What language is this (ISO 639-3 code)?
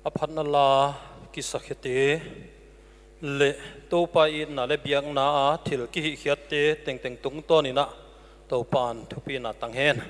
pck